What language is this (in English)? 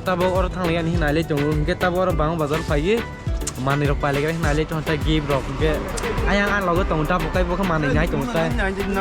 Kok Borok